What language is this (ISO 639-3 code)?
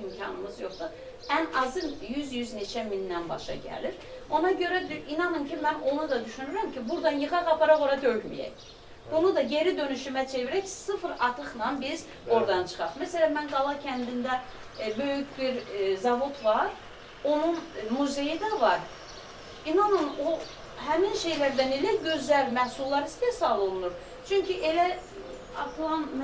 aze